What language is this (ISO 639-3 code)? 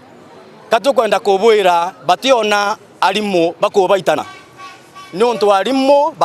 mer